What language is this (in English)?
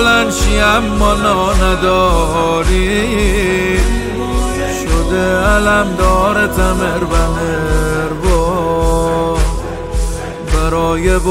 Persian